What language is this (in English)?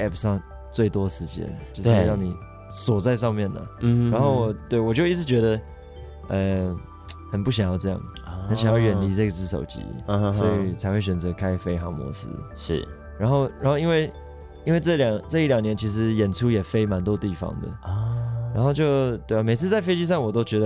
Chinese